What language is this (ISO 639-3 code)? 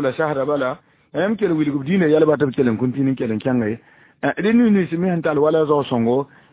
mos